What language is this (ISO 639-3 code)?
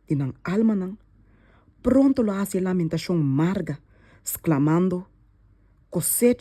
pap